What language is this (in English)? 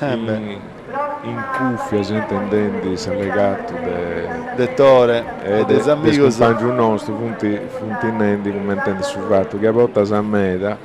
Sardinian